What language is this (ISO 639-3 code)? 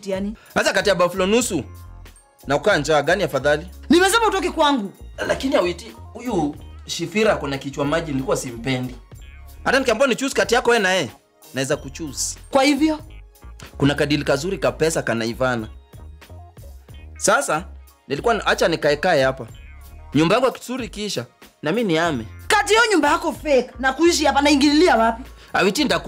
swa